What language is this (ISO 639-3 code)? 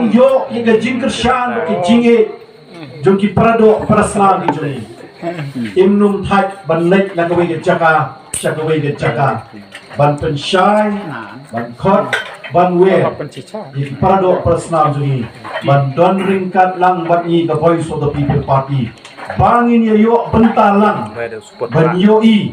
kha